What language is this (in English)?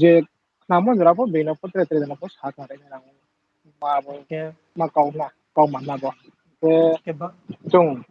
Riang (India)